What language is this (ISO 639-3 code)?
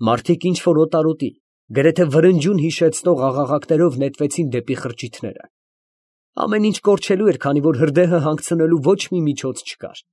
hye